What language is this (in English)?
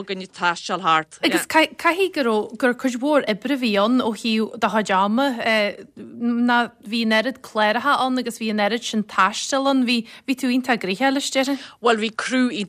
Irish